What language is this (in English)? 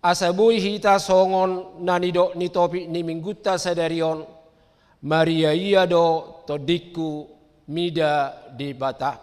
Batak Toba